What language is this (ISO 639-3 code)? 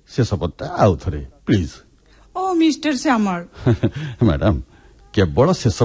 ori